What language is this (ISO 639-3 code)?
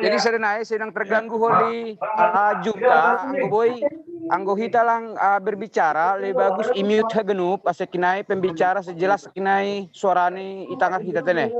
bts